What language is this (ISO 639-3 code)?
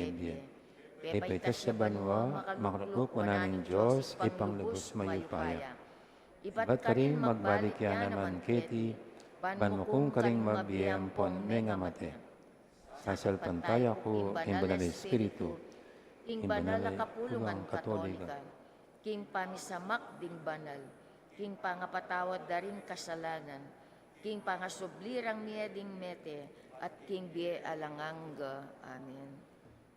pam